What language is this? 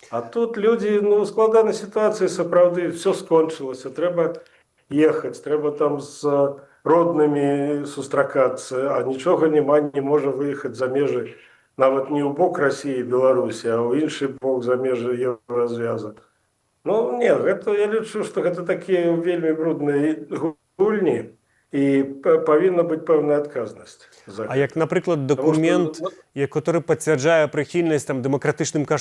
Belarusian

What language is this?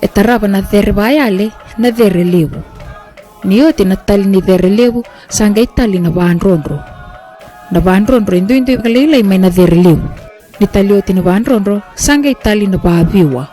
Fijian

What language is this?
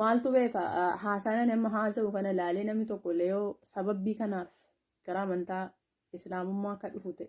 Oromo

